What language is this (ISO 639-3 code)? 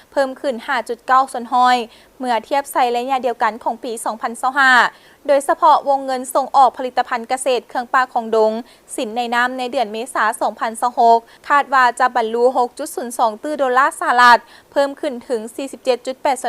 lao